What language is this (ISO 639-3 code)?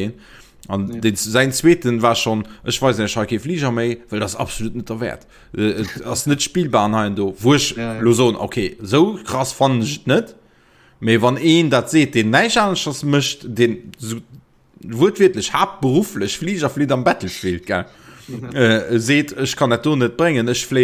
ltz